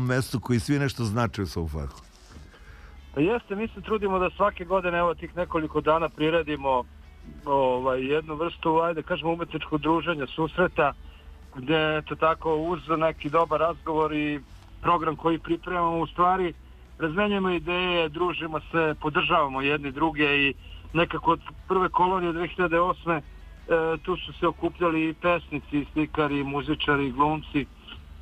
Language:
Serbian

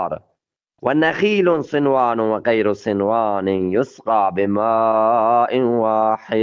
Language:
Eastern Balochi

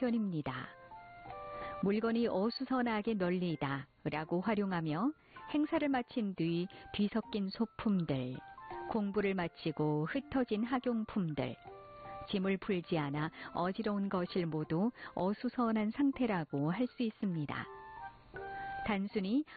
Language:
Korean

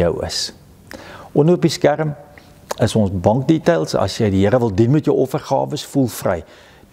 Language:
Afrikaans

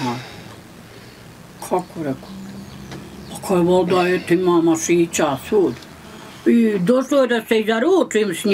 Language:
Bosnian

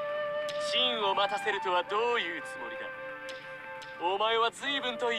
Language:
Japanese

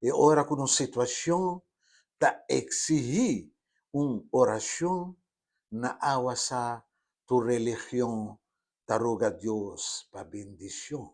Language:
Papiamento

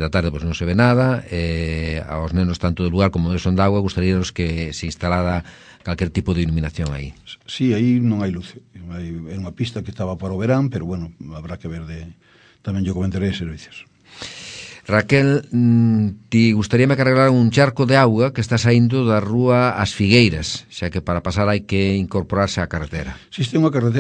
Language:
Galician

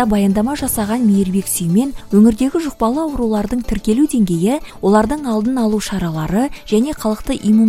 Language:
Kazakh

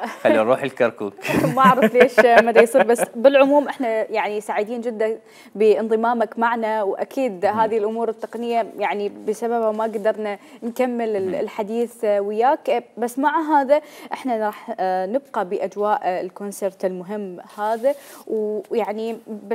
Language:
Mesopotamian Arabic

